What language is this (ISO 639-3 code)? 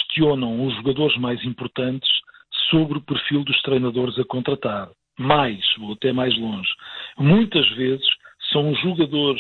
por